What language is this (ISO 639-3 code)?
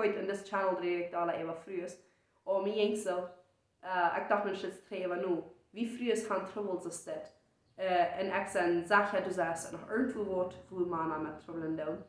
pdt